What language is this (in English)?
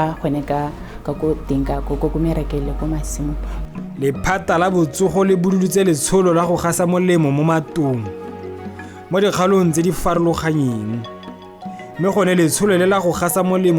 Tswana